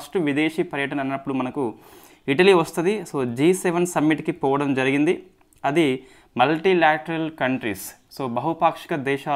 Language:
Telugu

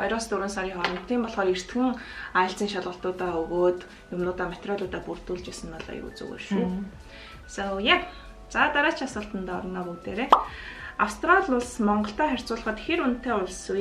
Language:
Mongolian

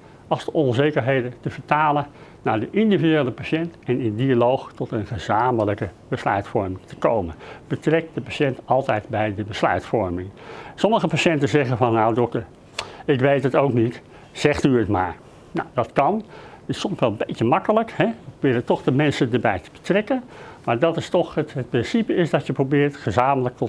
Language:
Dutch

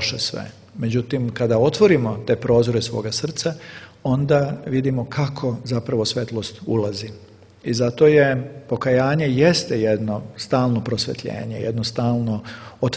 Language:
Serbian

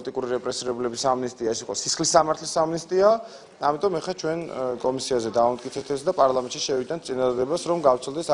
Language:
Georgian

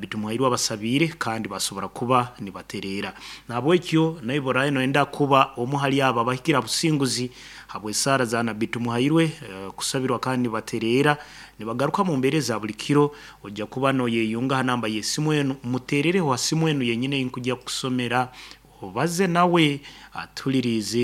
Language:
Nyankole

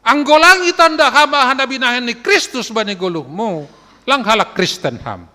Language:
Batak Simalungun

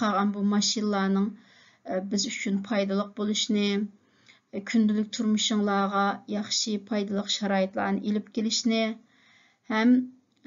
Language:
Uyghur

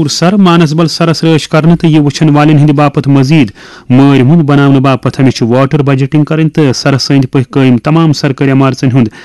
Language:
Kashmiri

